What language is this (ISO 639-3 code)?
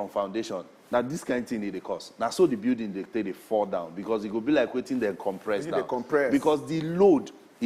pcm